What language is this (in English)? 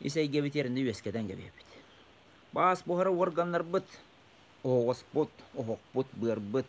Yakut